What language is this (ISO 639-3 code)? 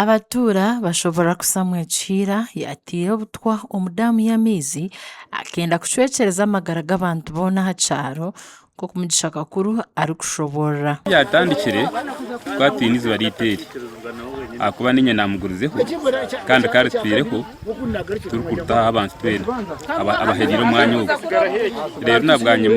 nyn